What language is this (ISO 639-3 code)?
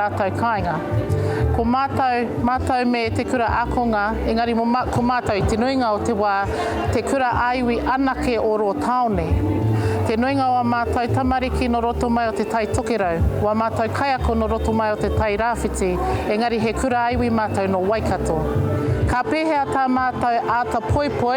mri